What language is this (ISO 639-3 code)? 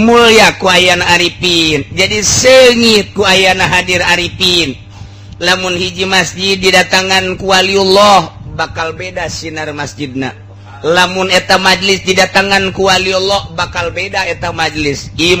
sun